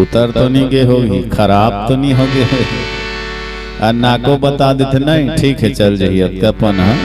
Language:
Chhattisgarhi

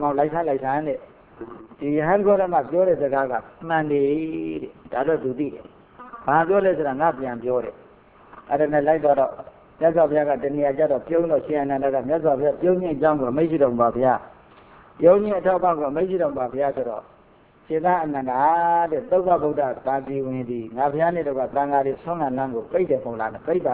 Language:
Burmese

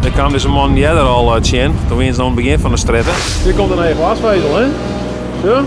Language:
Western Frisian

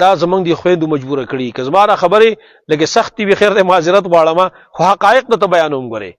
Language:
Pashto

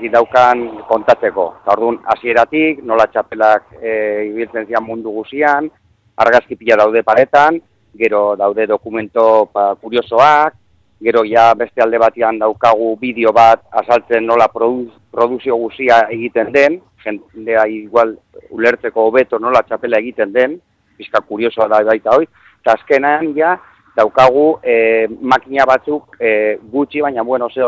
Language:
Basque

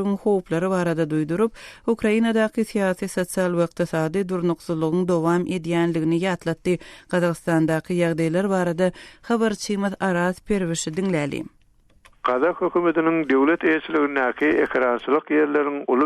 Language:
Turkmen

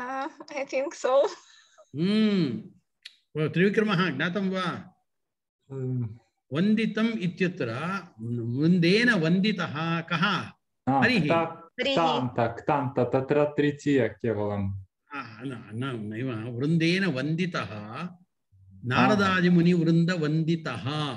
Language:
Sanskrit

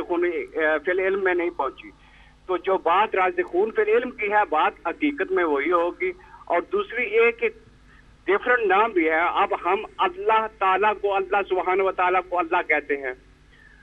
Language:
Urdu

